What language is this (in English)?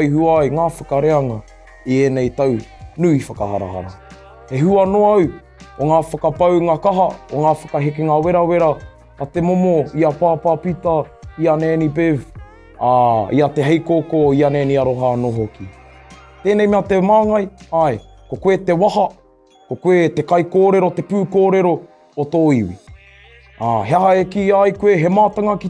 Māori